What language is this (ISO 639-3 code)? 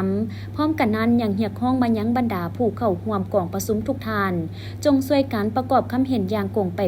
lao